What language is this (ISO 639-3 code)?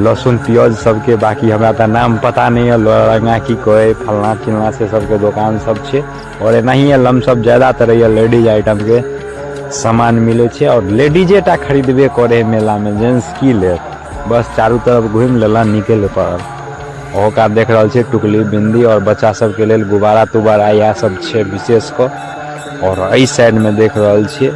mai